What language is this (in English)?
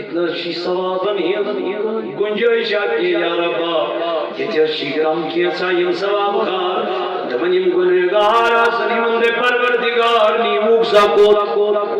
Kashmiri